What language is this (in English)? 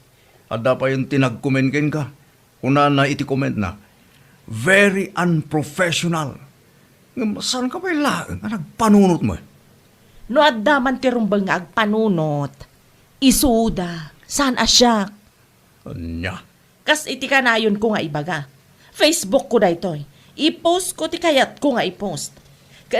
Iloko